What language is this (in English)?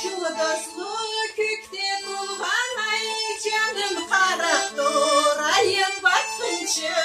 Karachay-Balkar